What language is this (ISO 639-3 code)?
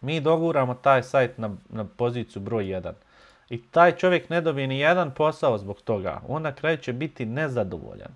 bos